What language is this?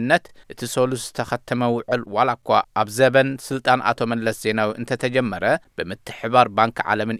Tigrinya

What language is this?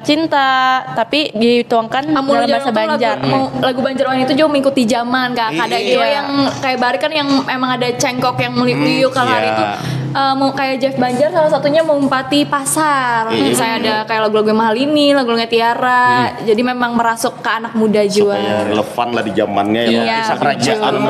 Banjar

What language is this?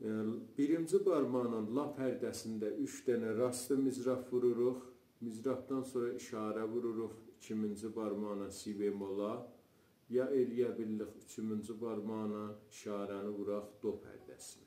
South Azerbaijani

